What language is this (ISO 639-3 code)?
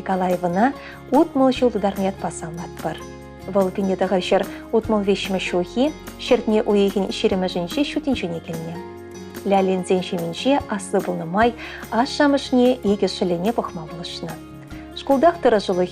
chv